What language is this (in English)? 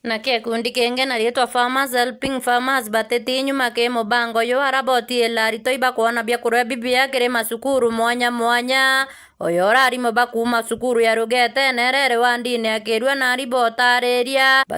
Meru